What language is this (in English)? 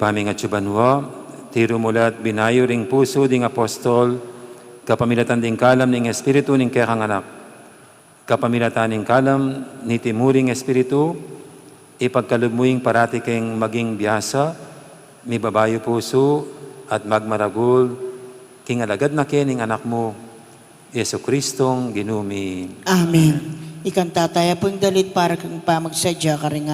Pampanga